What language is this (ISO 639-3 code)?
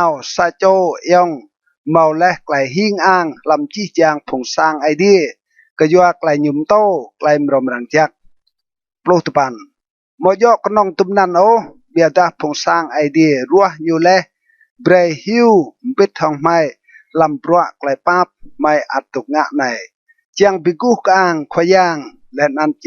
rad